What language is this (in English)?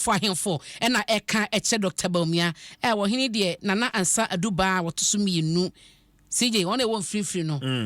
Akan